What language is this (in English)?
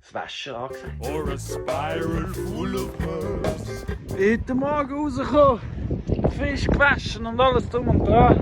Swiss German